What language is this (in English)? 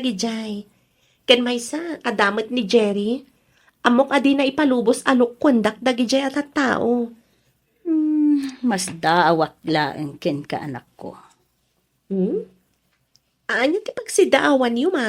Iloko